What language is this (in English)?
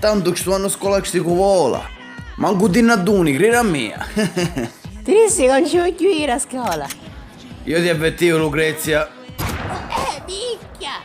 Sicilian